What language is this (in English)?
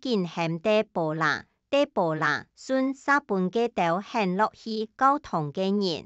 Hakka Chinese